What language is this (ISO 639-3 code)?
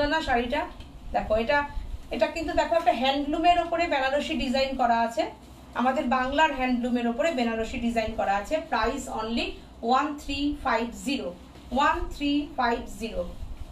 ben